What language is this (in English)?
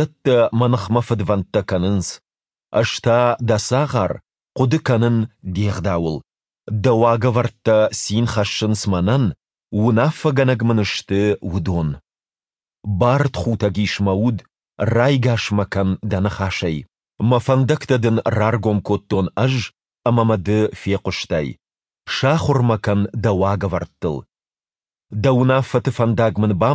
Ossetic